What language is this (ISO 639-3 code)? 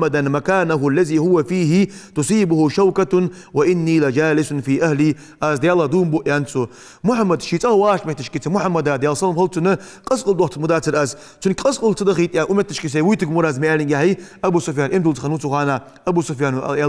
inh